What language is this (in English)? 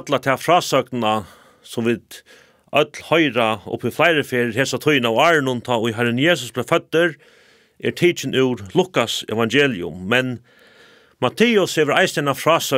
Faroese